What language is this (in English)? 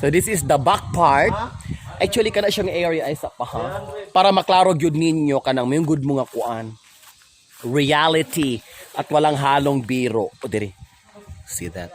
Cebuano